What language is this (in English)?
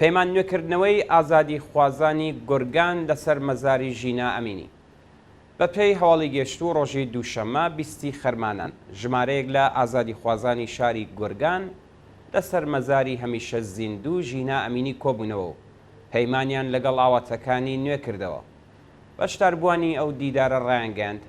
Central Kurdish